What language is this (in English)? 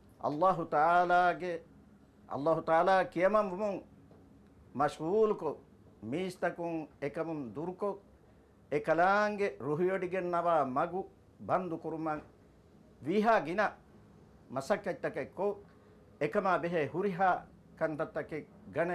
Divehi